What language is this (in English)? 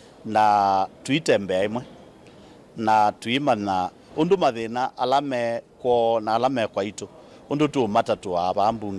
Kamba